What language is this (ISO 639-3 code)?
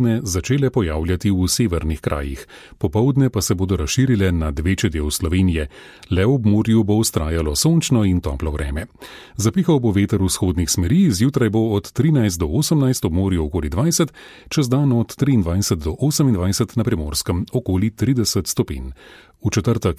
slv